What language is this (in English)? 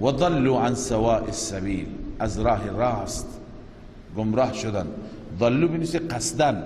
Persian